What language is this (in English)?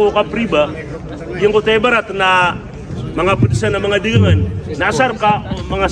Maranao